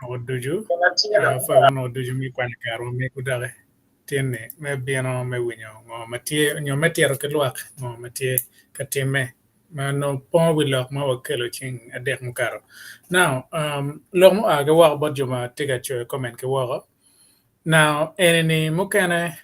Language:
Acoli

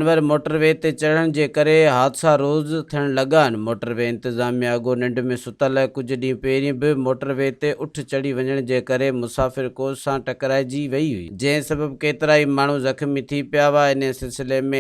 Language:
Sindhi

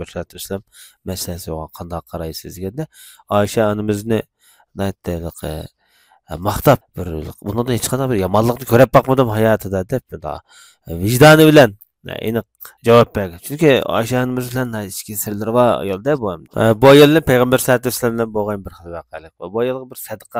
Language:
Uyghur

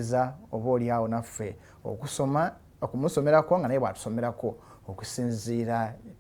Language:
Ganda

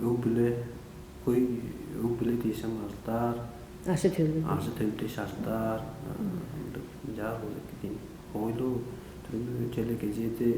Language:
Tuvinian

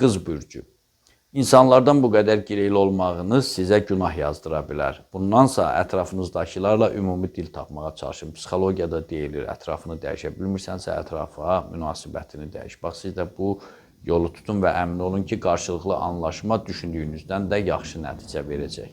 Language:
Azerbaijani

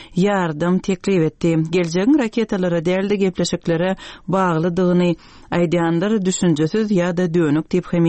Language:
Turkmen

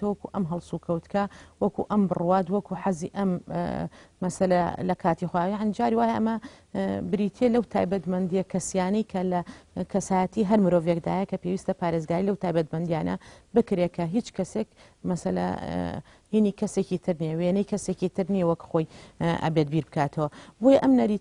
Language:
Central Kurdish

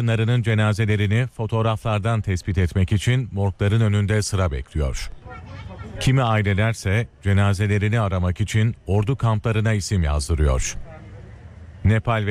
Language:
Turkish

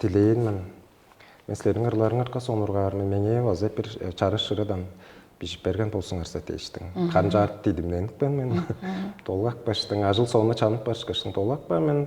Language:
Tuvinian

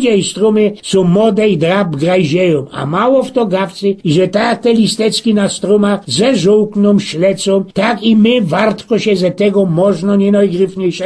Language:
Silesian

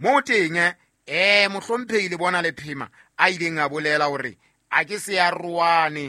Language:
Southern Sotho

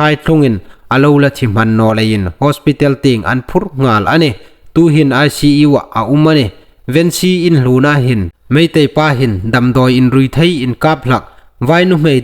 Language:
Hmar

